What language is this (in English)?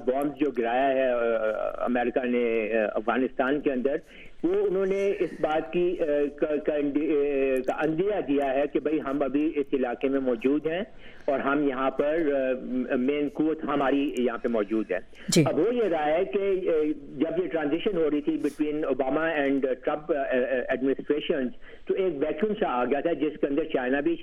Urdu